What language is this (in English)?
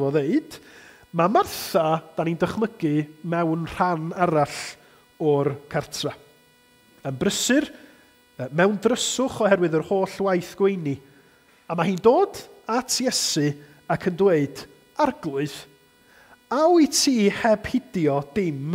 Welsh